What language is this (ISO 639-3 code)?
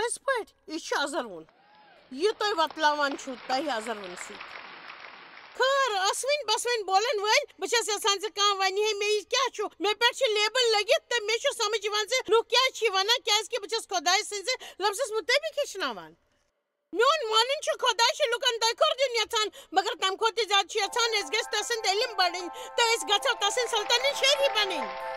kas